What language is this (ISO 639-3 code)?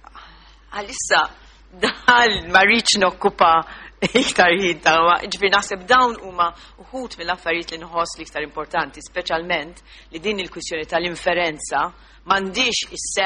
mlt